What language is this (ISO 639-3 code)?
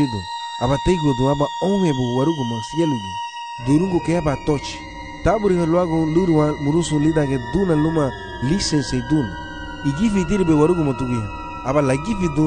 cab